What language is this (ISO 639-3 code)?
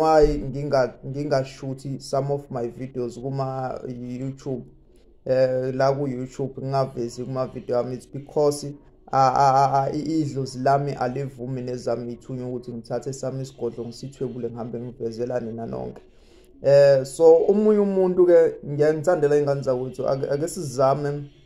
zul